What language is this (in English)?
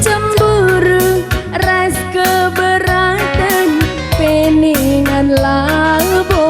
Batak Karo